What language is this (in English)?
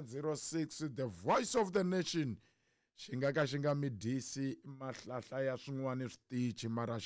Tsonga